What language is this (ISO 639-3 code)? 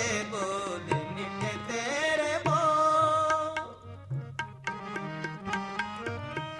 hin